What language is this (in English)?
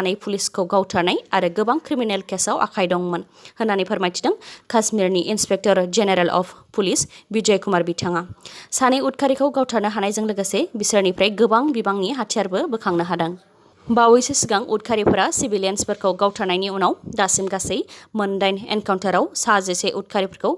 Bodo